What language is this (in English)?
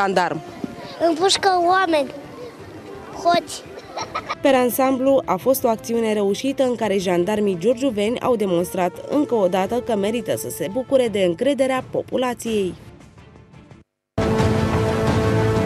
Romanian